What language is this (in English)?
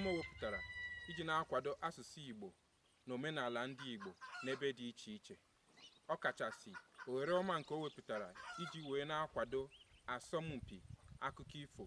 Igbo